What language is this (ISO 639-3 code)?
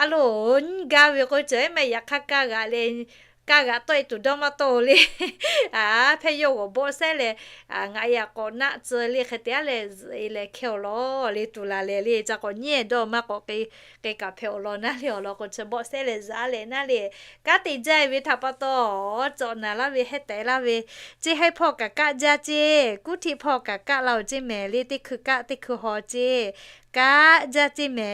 lhu